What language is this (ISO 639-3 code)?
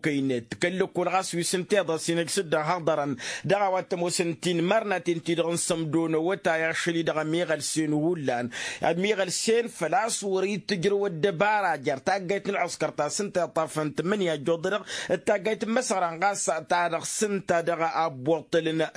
taq